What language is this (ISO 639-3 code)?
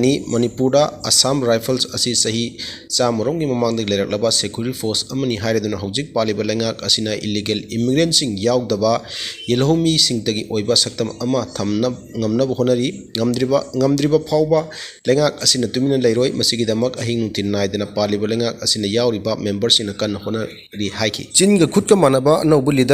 mni